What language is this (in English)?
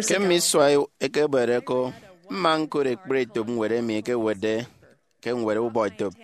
Efik